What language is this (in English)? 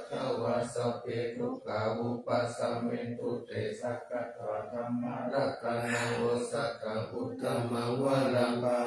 Pali